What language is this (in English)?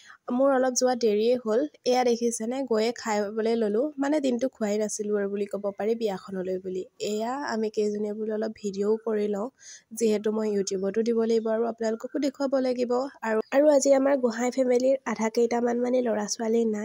Assamese